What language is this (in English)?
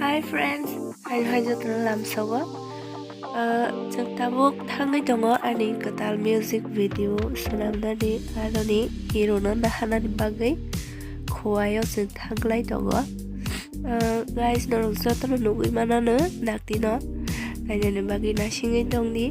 Kok Borok